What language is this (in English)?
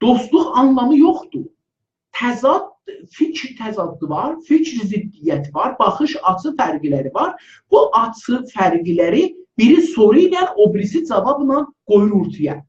South Azerbaijani